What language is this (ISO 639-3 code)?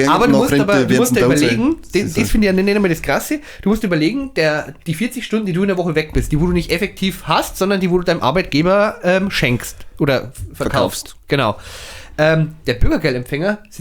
bar